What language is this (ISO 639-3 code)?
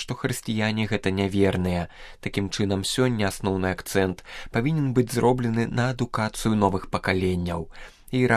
bel